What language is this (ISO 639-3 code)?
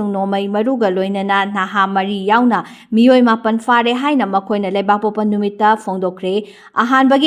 mni